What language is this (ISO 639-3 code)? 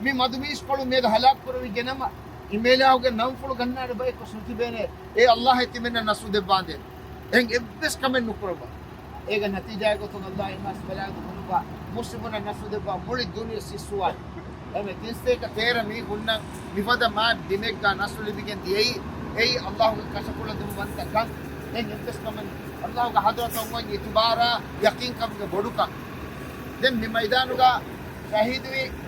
div